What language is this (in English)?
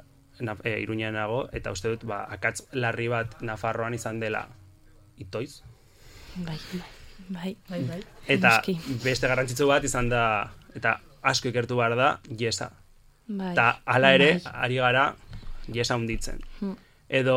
Basque